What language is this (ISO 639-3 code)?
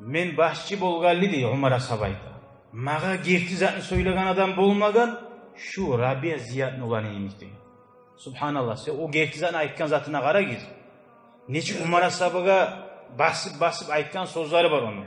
kum